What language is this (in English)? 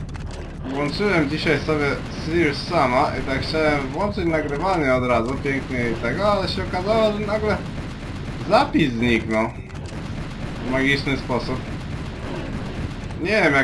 Polish